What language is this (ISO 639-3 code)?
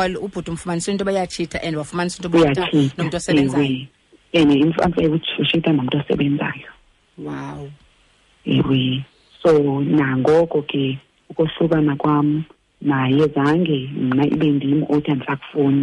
xho